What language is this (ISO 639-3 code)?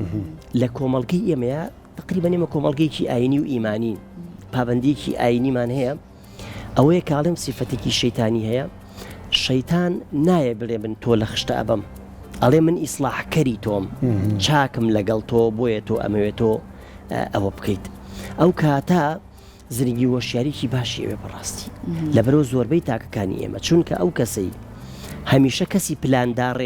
ckb